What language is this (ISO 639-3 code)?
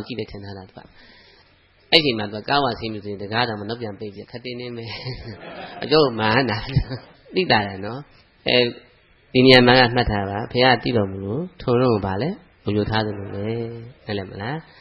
mya